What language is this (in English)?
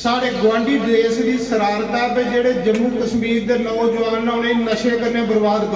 Dogri